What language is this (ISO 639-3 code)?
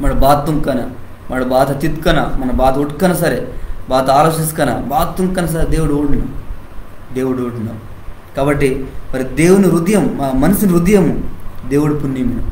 kff